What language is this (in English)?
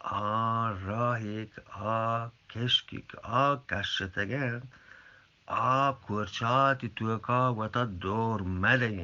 Eastern Balochi